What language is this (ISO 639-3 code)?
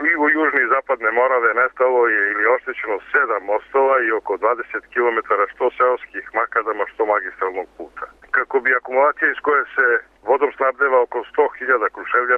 srp